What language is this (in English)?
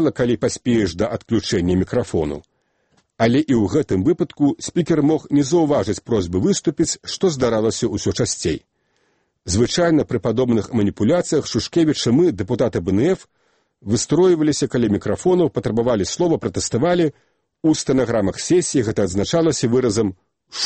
Belarusian